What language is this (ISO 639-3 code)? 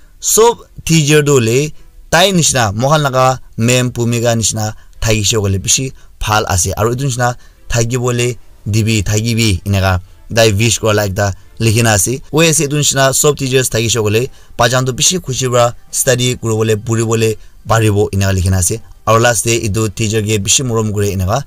nag